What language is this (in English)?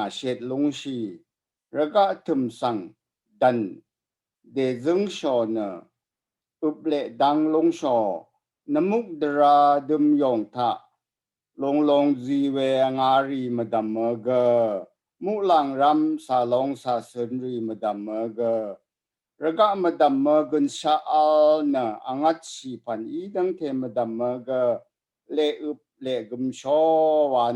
Rawang